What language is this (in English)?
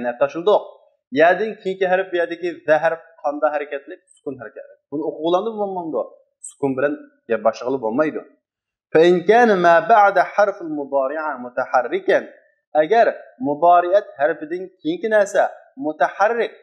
Uyghur